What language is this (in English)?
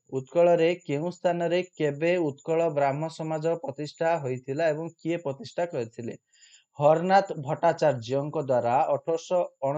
Odia